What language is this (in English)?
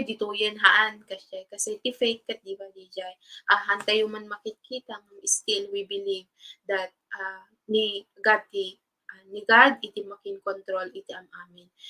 Iloko